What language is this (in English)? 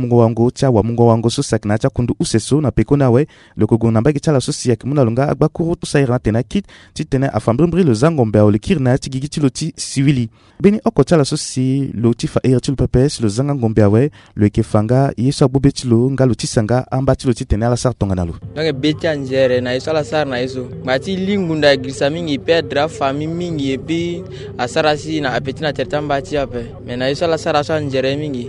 Sango